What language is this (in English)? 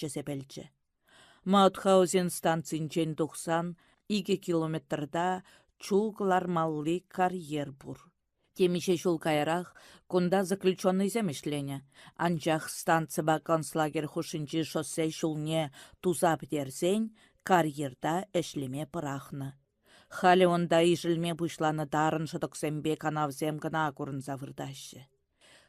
Chuvash